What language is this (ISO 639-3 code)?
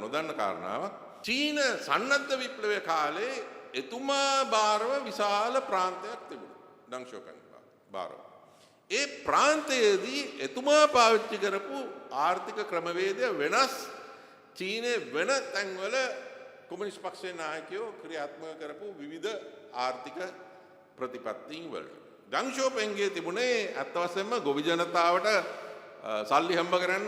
sin